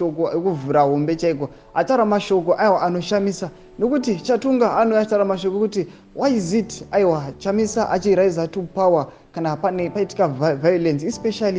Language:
Shona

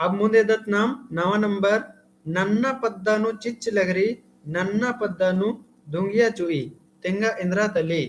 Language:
Kurukh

